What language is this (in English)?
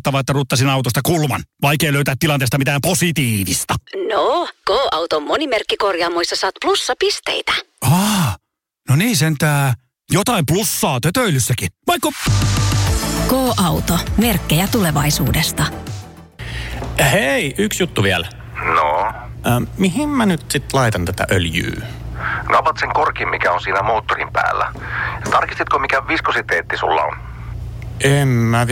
Finnish